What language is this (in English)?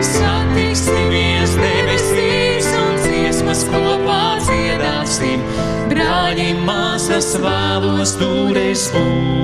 Latvian